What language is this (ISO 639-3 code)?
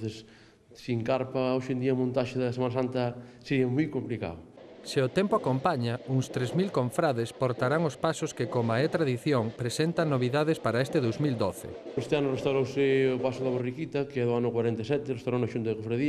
glg